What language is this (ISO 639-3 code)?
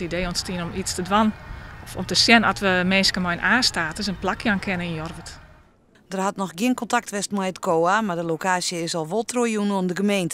fry